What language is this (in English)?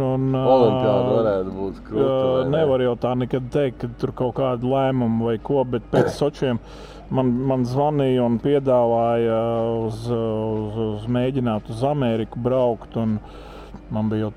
Latvian